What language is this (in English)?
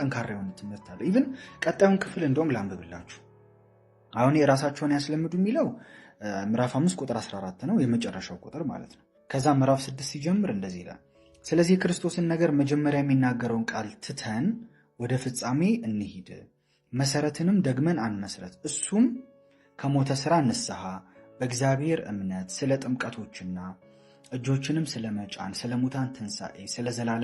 Amharic